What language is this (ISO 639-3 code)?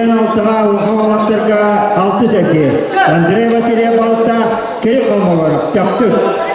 sah